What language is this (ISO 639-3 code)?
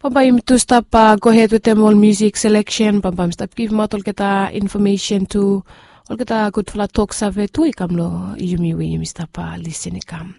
bis